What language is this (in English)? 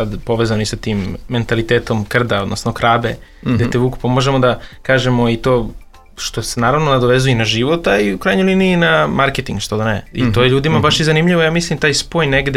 Serbian